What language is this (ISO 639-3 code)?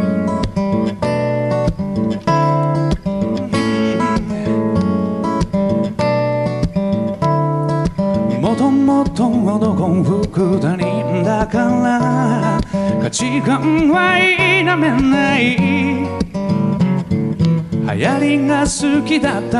jpn